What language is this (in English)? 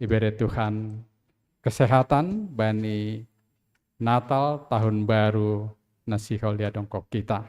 Batak Simalungun